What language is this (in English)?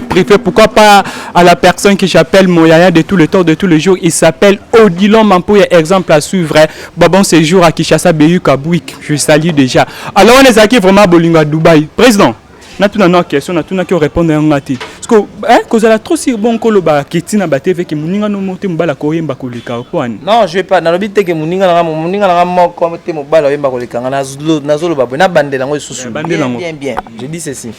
Lingala